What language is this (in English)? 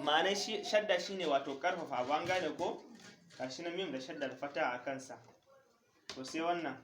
Hausa